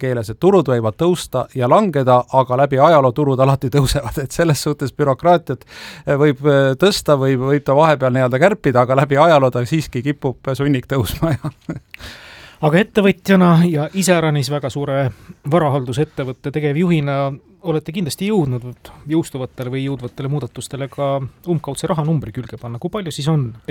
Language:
Estonian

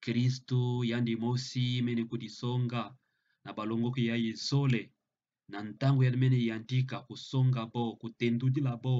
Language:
Kituba (Democratic Republic of Congo)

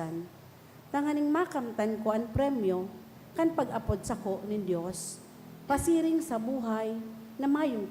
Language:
Bikol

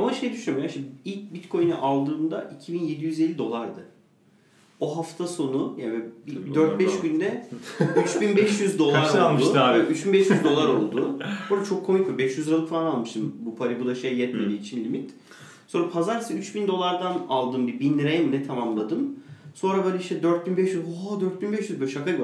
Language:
Turkish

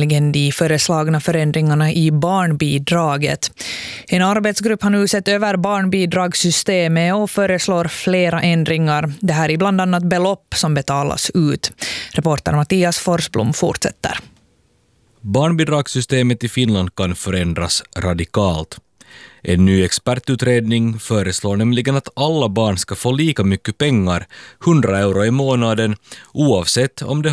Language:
Swedish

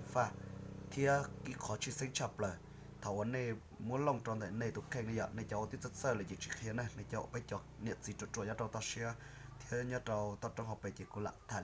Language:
Hmong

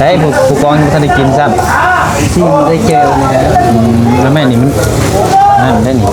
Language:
Northeastern Thai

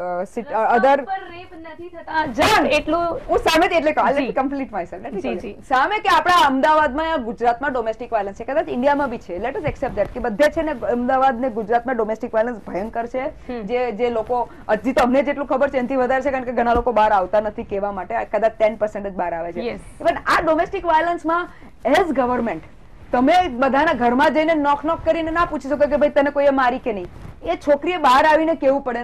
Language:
Gujarati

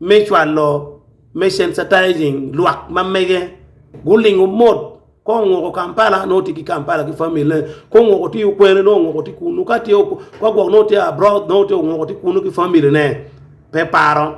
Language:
Acoli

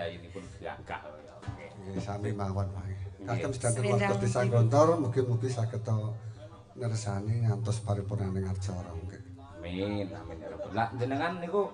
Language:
Javanese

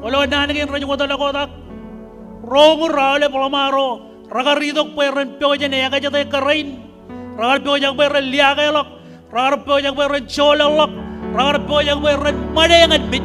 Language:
Marshallese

